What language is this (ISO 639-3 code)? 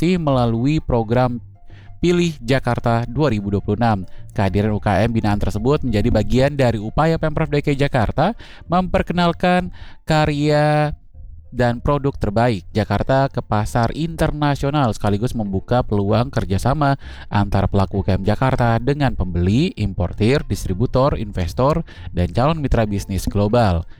ind